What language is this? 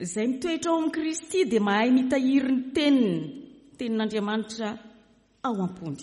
Malagasy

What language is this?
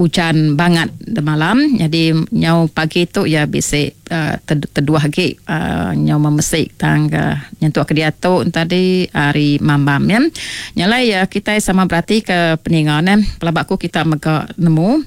Iban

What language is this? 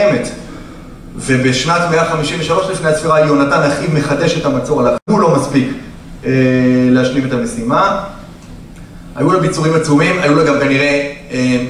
Hebrew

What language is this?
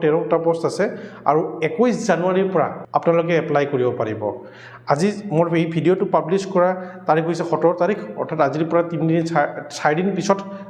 Assamese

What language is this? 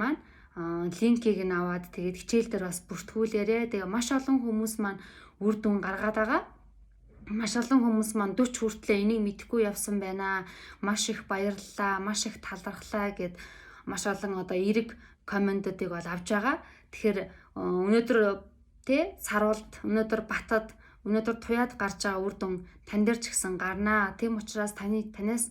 Mongolian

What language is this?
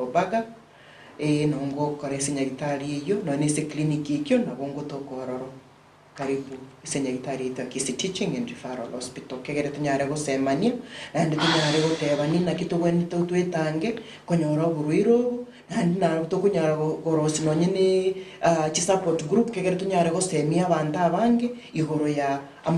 Gusii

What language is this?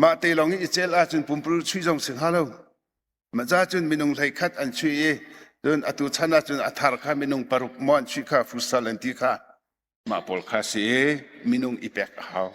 Hakha Chin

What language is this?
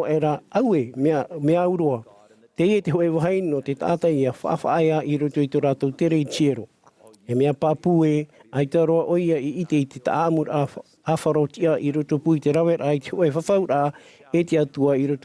Tahitian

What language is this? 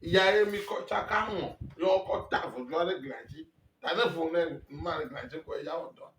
Ewe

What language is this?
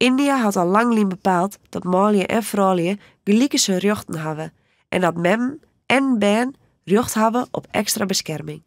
Western Frisian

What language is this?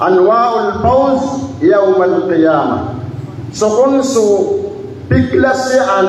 Maranao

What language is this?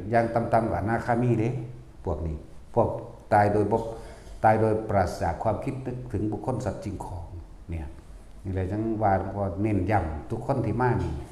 Northeastern Thai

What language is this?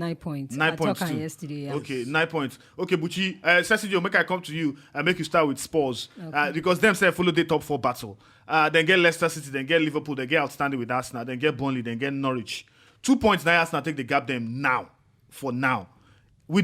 Nigerian Pidgin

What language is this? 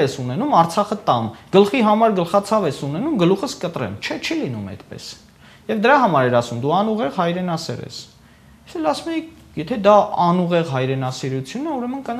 Armenian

